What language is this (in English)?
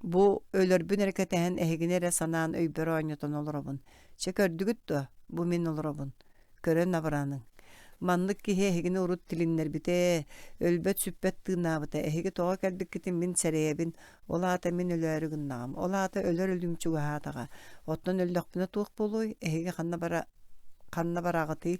Yakut